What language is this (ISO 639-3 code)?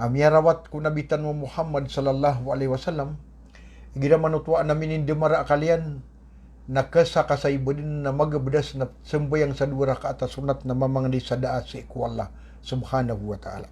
mrw